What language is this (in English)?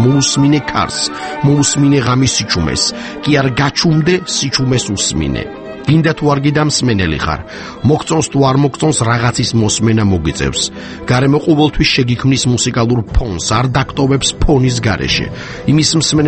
Georgian